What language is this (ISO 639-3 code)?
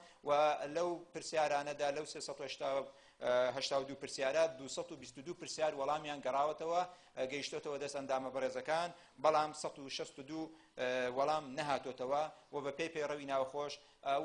ckb